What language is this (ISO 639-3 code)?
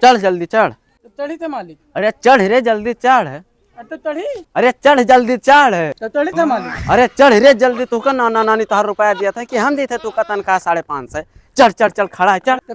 awa